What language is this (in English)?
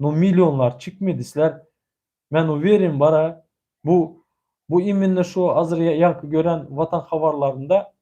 Turkmen